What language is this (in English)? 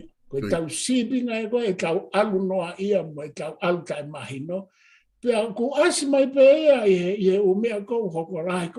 Tongan